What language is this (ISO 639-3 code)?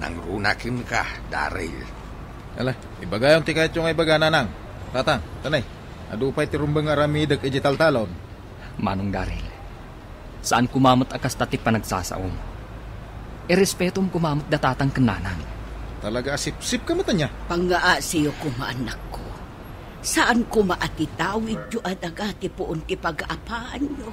ilo